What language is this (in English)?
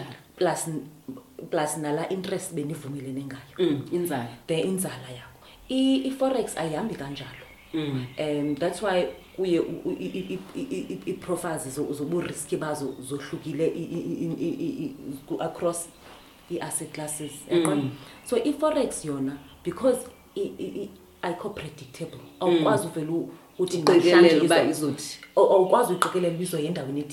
Xhosa